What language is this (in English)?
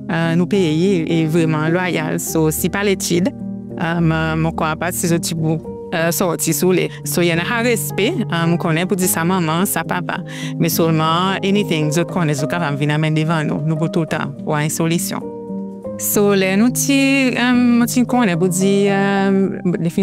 Seselwa Creole French